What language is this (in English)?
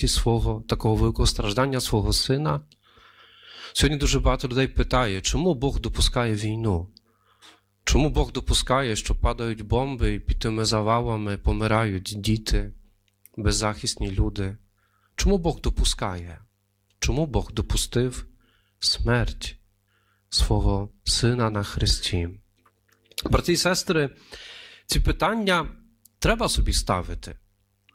Ukrainian